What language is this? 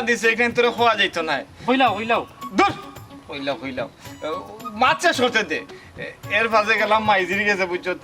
Sylheti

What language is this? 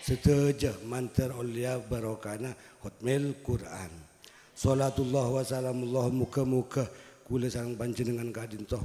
Madurese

